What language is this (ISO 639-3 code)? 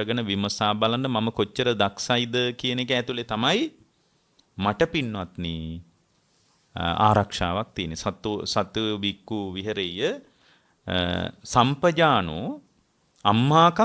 sin